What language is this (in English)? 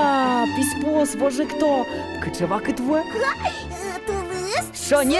Udmurt